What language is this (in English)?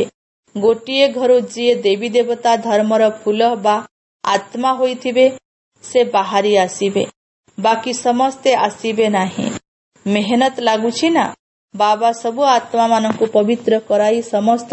Odia